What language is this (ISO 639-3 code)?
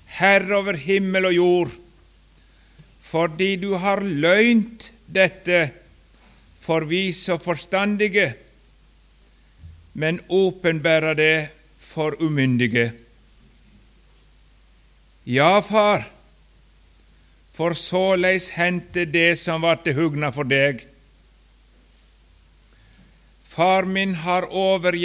nor